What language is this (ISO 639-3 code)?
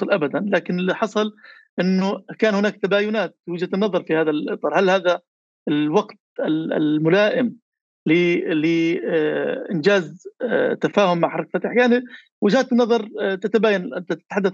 apc